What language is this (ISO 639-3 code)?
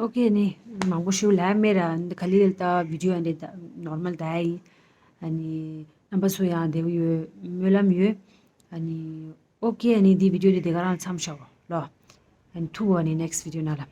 bod